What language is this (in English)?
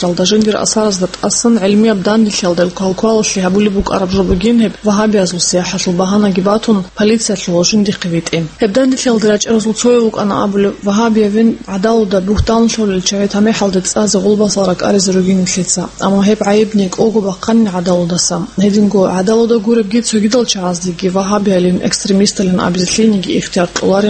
Avaric